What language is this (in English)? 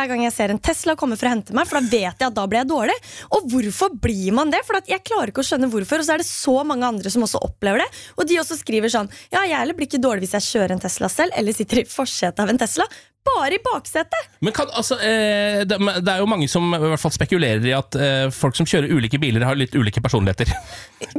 Norwegian